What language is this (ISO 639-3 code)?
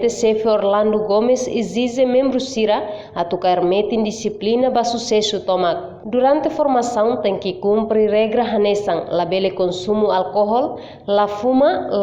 tet